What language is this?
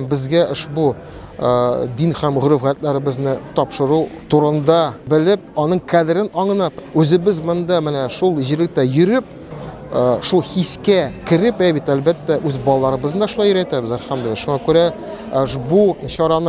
Tatar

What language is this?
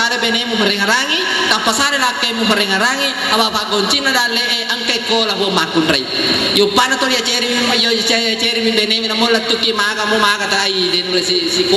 Buginese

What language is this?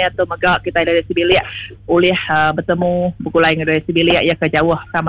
Iban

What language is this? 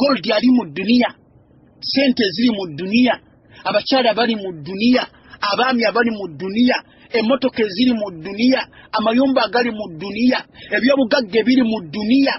Ganda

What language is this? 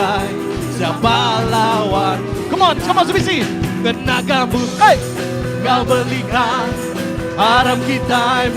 Iban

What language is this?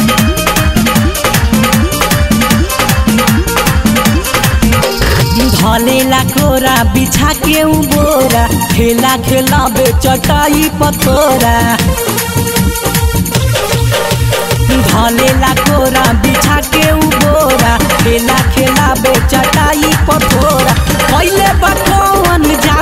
Bhojpuri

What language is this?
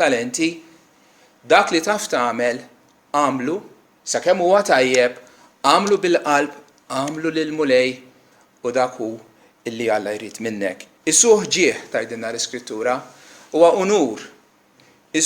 Maltese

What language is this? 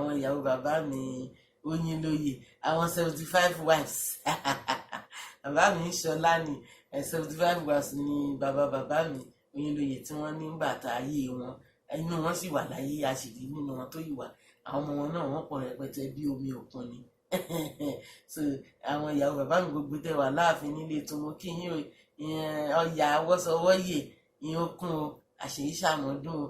Yoruba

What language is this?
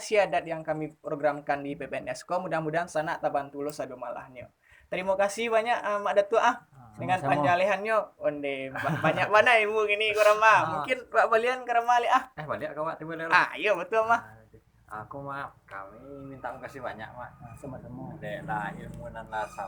Minangkabau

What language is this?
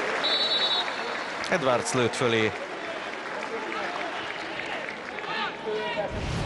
Hungarian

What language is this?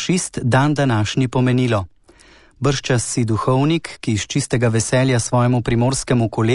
Slovenian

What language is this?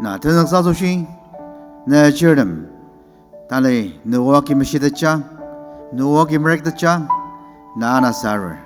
Ao Naga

